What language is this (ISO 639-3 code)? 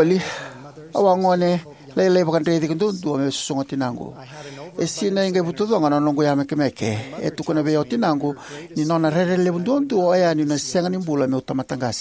fij